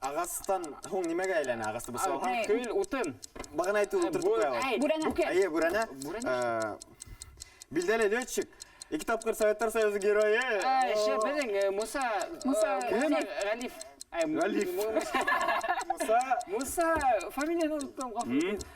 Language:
Bashkir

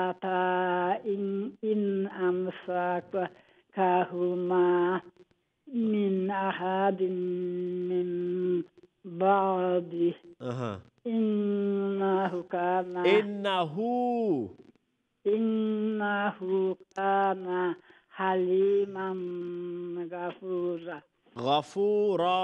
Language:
Urdu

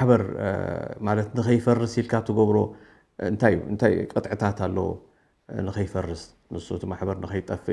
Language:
Tigrinya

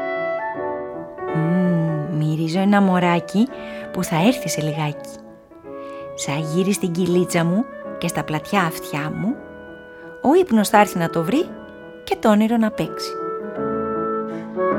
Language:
Greek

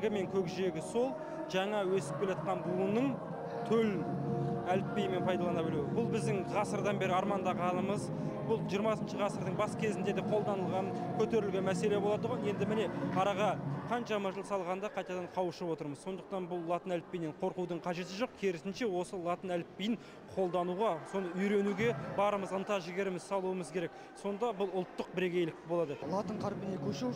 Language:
Kazakh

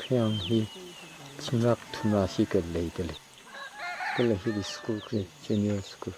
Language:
Tangkhul Naga (India)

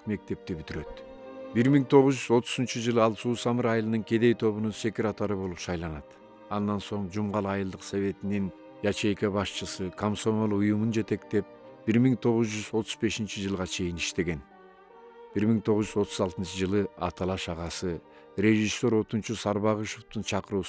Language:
Kyrgyz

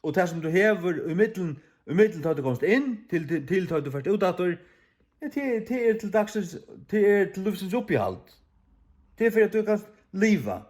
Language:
Faroese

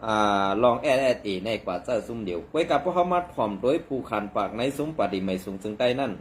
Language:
Shan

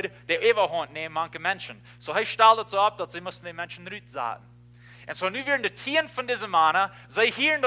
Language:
Plautdietsch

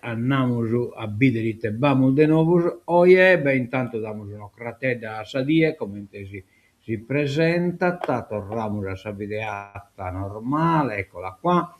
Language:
Sardinian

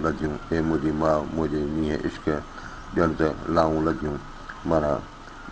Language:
Sindhi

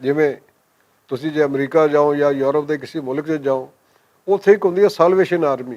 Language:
Western Panjabi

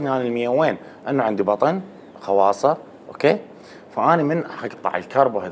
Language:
Mesopotamian Arabic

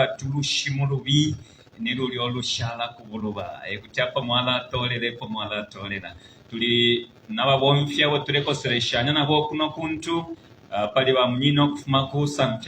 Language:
Bemba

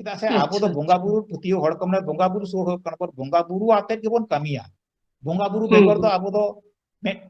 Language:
Santali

